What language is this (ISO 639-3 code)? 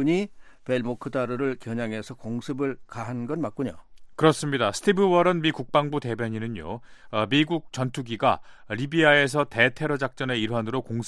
kor